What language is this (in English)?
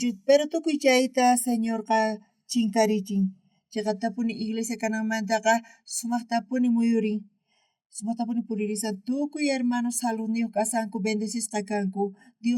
South Bolivian Quechua